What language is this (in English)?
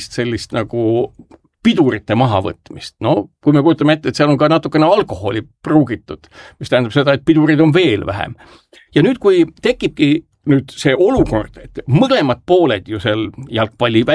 Estonian